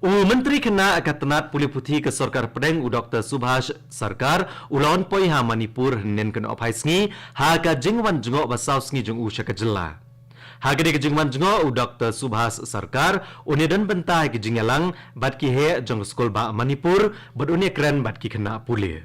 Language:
Khasi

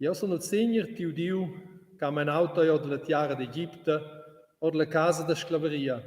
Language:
Romansh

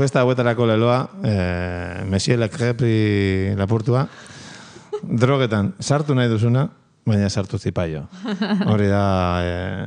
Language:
Basque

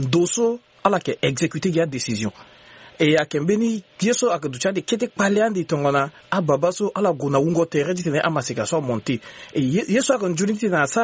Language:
Sango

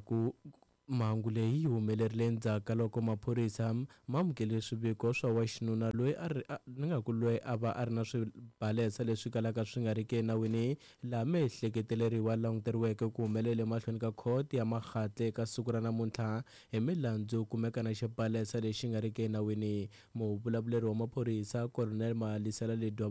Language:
Tsonga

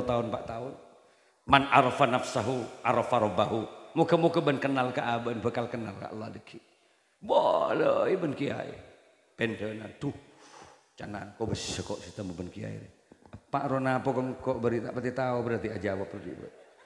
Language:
Madurese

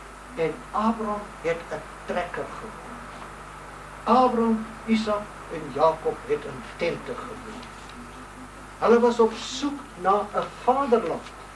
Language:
Afrikaans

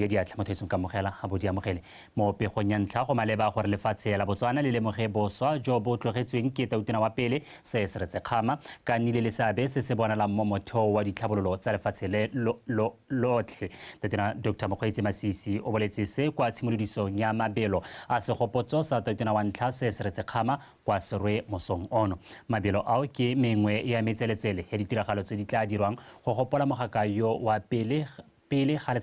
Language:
Tswana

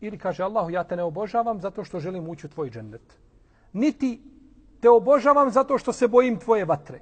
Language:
Bosnian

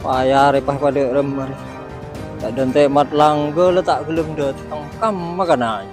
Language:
Madurese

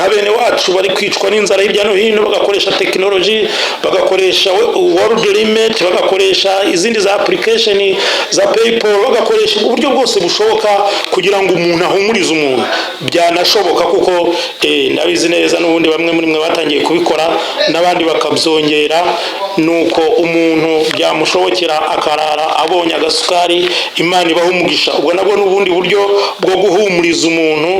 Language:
Kinyarwanda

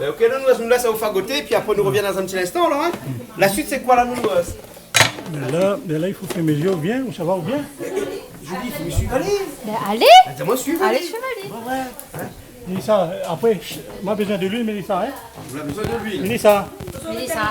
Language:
Réunion Creole French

